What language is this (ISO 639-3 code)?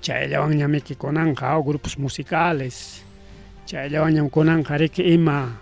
quy